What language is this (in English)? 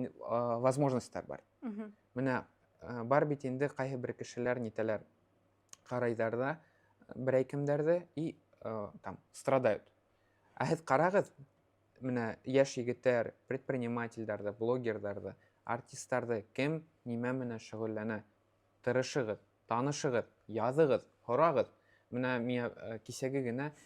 Bashkir